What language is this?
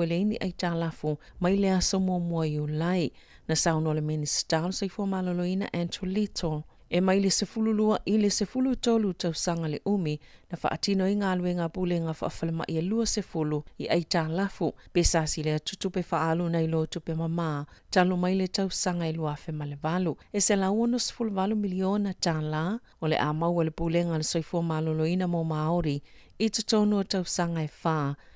Samoan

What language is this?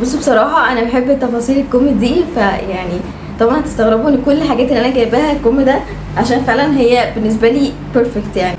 Egyptian Arabic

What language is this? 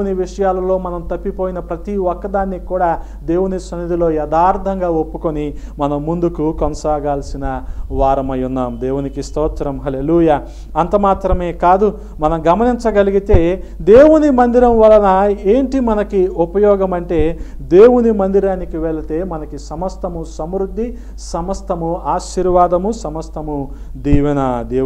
Telugu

